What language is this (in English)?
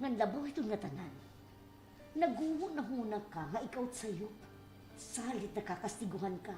Waray